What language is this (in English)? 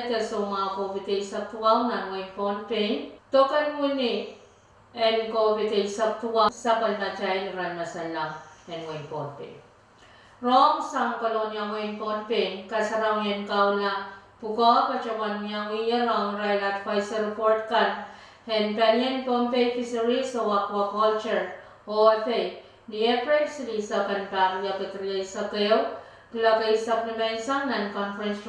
Pohnpeian